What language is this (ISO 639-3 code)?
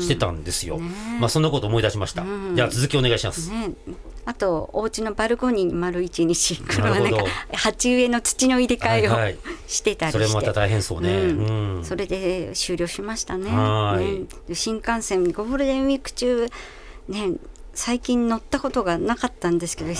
jpn